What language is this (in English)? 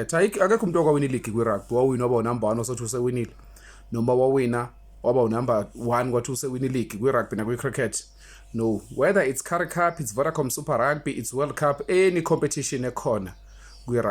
Zulu